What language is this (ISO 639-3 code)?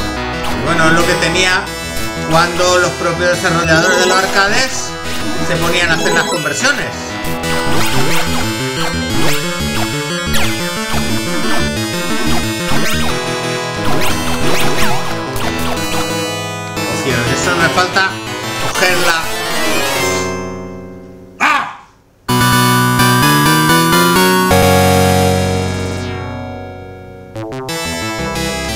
spa